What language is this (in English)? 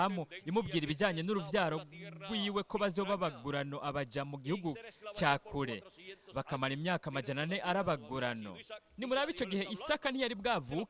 Rundi